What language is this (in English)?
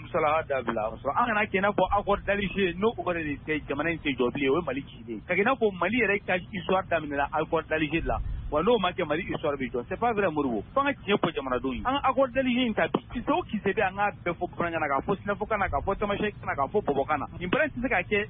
Bambara